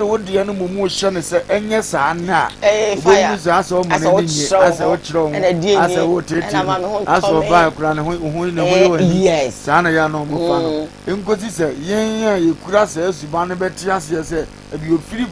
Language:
Akan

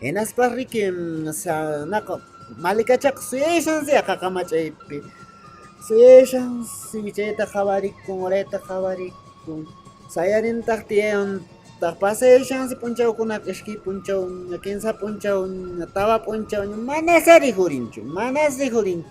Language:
Quechua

